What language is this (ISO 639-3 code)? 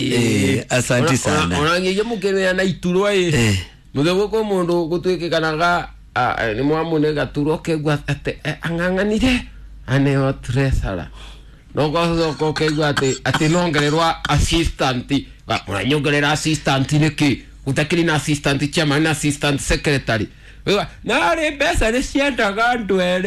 kik